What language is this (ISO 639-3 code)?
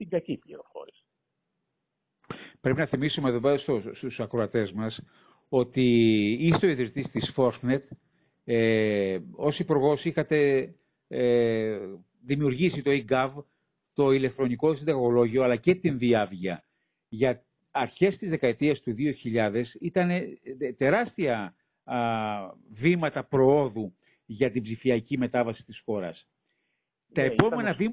ell